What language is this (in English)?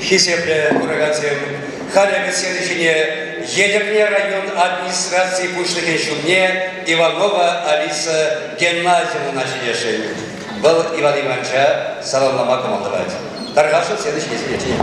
Chuvash